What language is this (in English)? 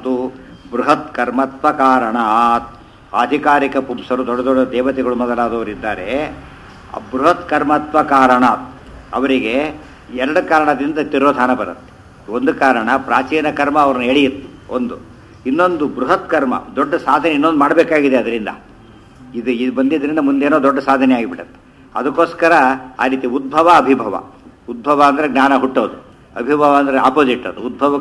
Kannada